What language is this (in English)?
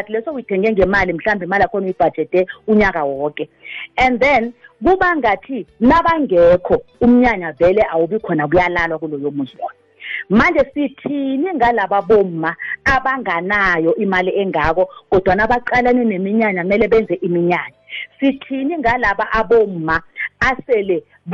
South Ndebele